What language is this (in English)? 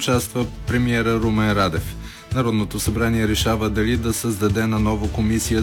Bulgarian